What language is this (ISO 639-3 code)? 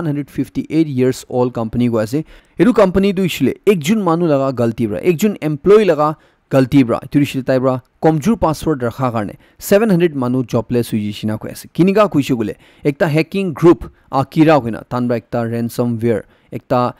nag